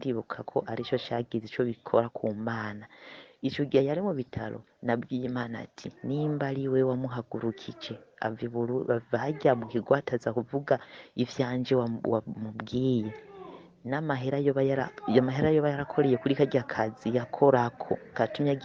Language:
Rundi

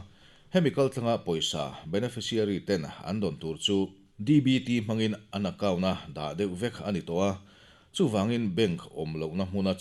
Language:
Mizo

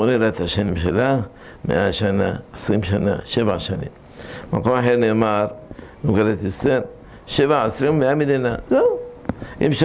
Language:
Hebrew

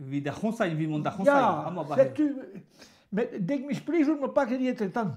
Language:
Breton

